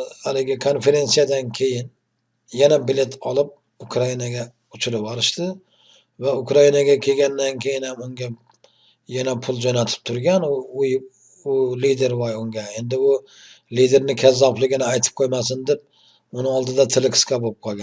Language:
Uzbek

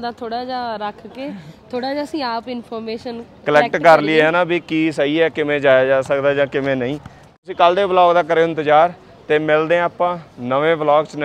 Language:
Punjabi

